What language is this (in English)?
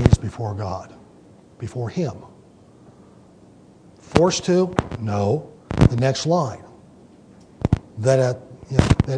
English